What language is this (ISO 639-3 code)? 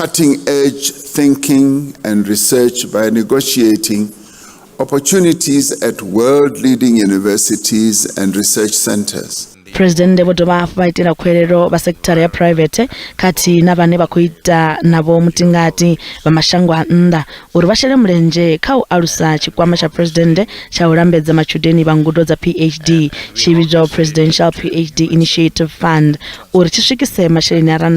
ven